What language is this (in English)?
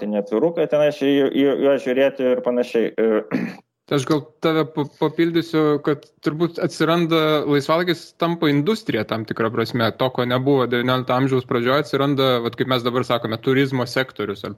Lithuanian